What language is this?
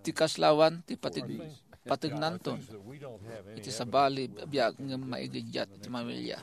Iloko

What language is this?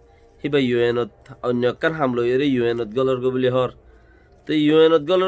Rohingya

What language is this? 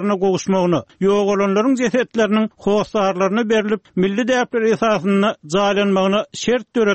Turkmen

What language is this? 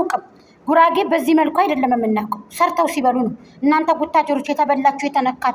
Amharic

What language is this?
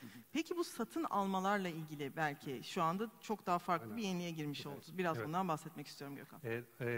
Turkish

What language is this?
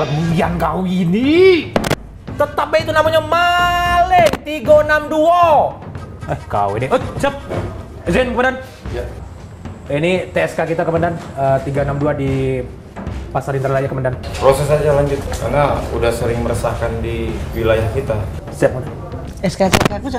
Musi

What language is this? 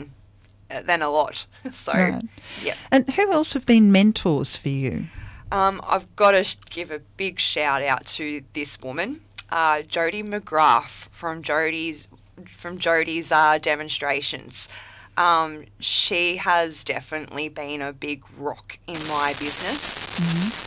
English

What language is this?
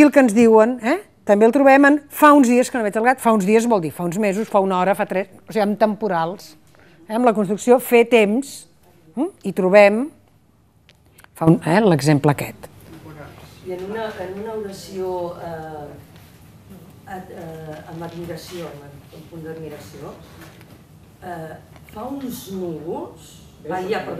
Catalan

